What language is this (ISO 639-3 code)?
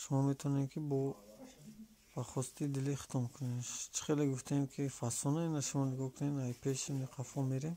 tgk